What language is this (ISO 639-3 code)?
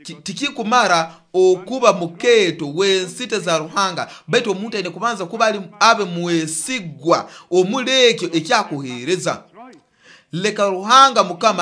nyo